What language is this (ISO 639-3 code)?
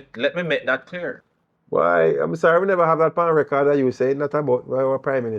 jam